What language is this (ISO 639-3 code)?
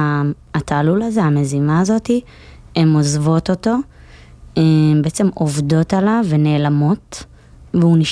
heb